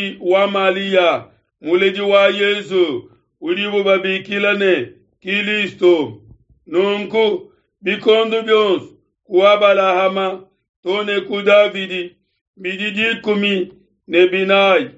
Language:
Luba-Lulua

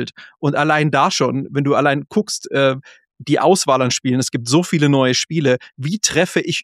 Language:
German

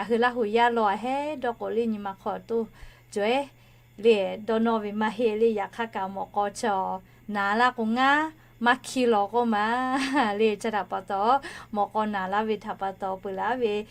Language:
Lahu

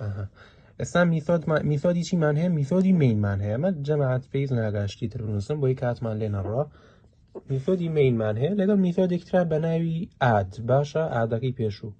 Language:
Central Kurdish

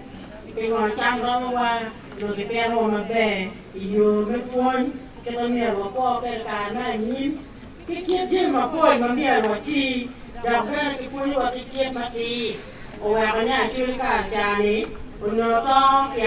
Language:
Acoli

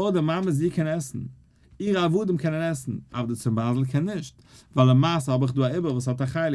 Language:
Yiddish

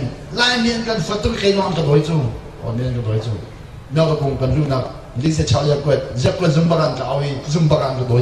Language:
Hakha Chin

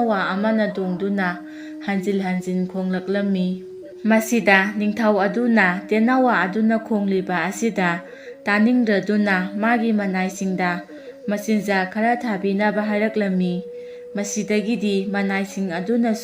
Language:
Manipuri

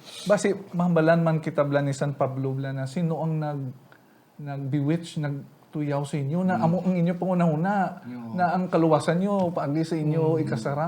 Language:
Hiligaynon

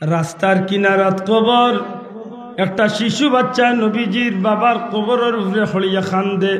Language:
Sylheti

